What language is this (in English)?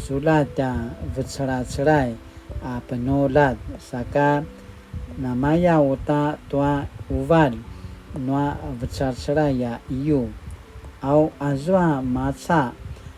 Paiwan